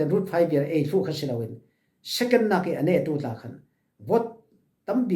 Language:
Falam Chin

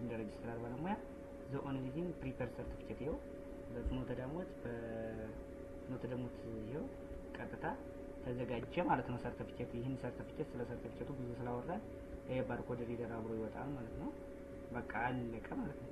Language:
Amharic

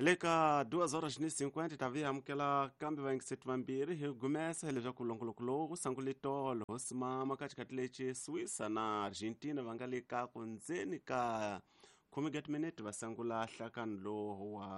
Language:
Tsonga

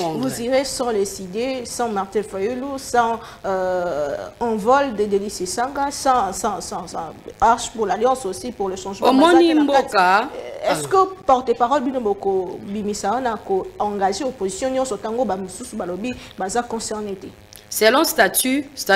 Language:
French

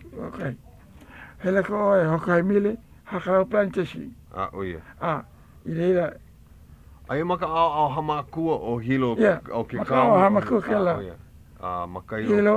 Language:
Hawaiian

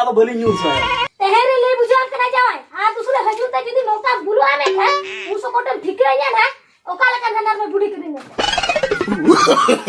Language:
Santali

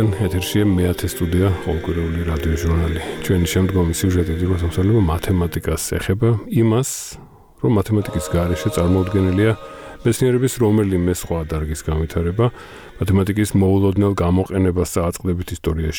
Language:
Georgian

